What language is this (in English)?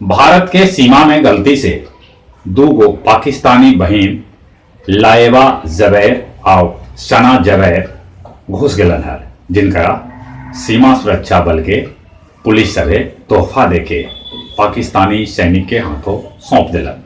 Magahi